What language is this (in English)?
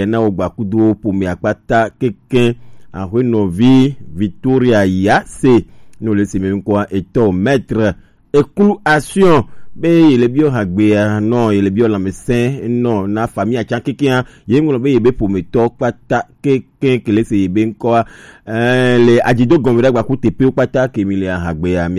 Gen